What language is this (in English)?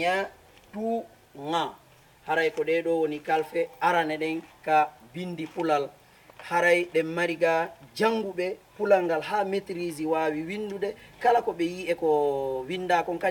Fula